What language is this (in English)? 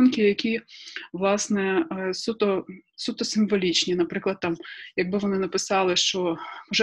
Ukrainian